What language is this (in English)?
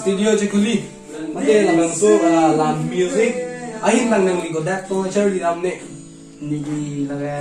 Karbi